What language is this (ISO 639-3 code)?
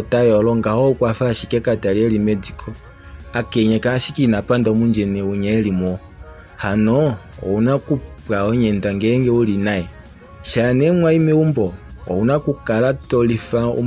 kua